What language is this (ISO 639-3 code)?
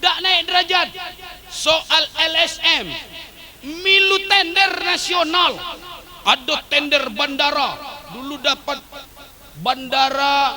mui